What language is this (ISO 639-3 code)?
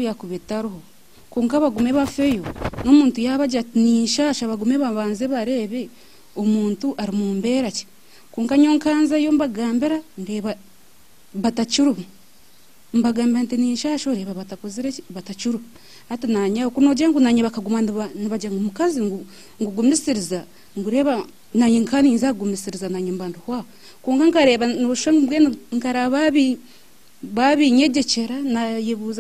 nyn